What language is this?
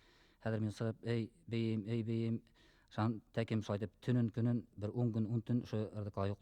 Bashkir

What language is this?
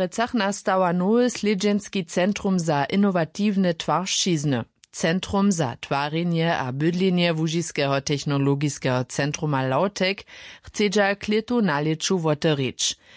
Upper Sorbian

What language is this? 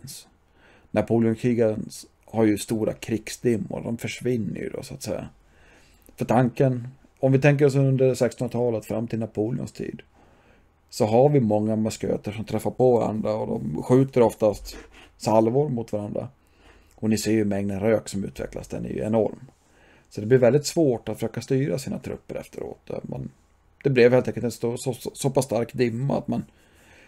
Swedish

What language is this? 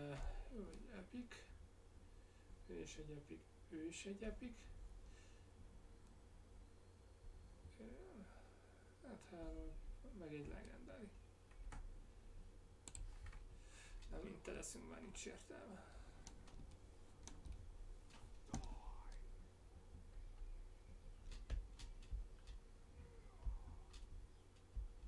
Hungarian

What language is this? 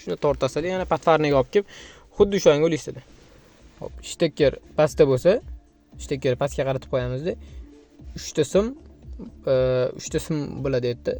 Uzbek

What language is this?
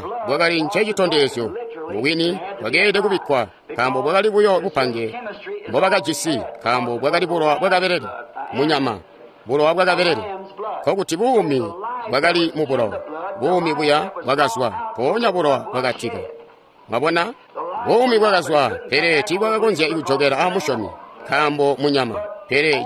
Tonga (Zambia)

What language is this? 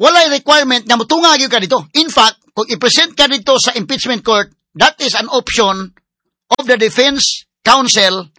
Cebuano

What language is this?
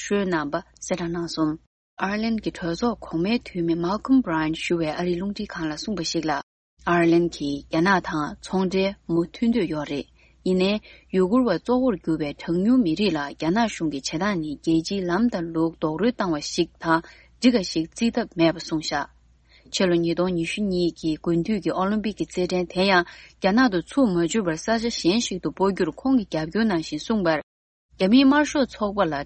Tibetan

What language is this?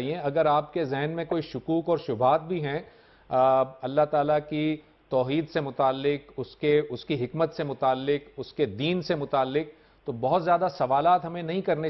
Urdu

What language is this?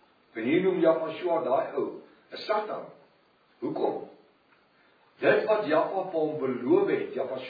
Afrikaans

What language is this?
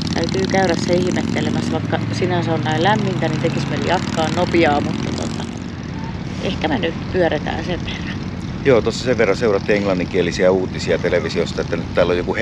Finnish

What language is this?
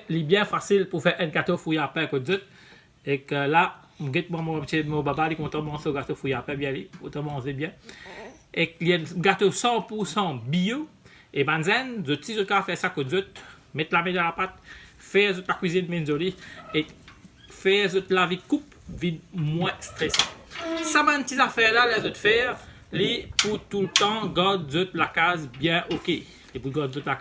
Morisyen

